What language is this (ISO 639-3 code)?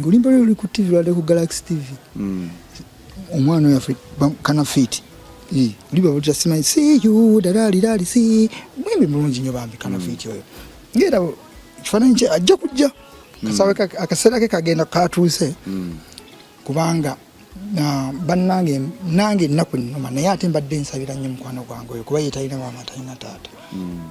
lug